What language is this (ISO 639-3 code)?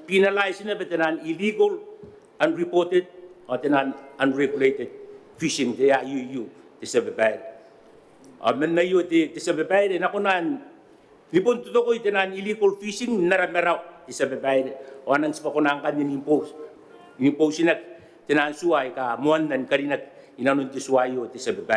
gil